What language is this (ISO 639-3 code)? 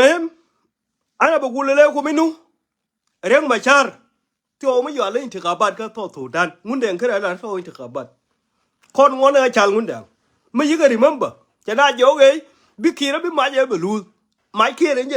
nus